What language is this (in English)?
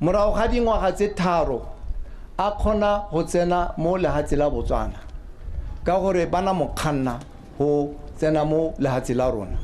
Tswana